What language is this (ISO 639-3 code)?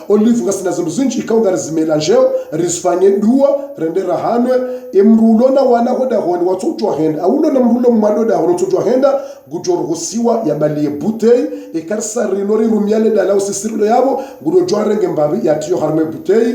zdj